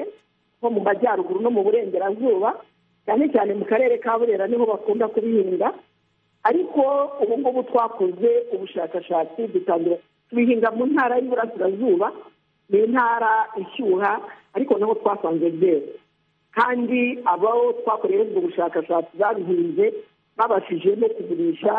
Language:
Kinyarwanda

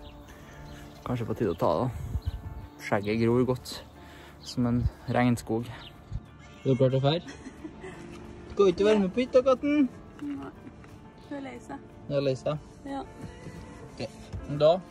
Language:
Norwegian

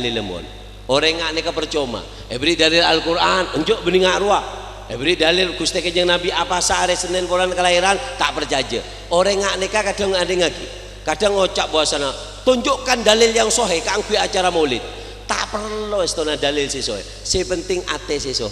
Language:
Madurese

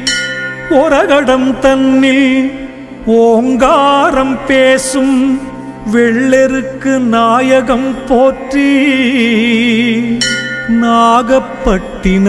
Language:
Tamil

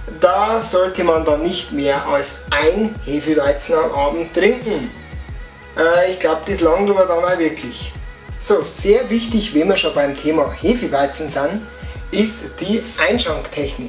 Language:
Bavarian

